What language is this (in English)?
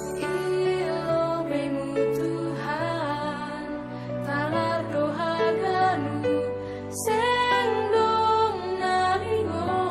Batak Simalungun